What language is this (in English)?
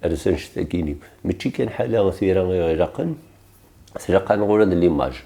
Kabyle